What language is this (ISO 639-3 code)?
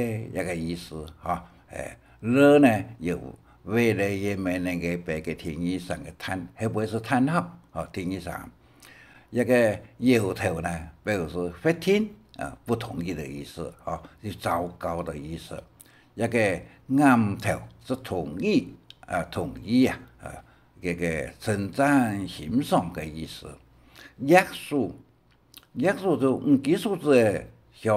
hak